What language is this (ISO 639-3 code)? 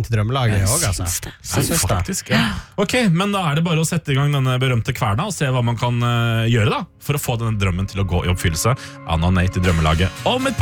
nor